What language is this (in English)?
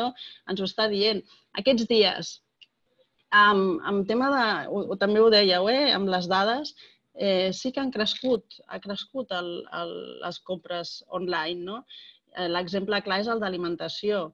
Catalan